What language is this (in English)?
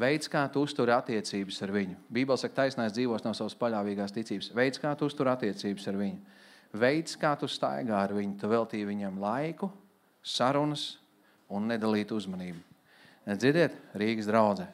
Latvian